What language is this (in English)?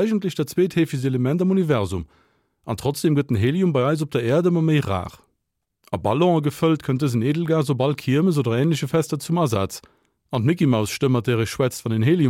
Luxembourgish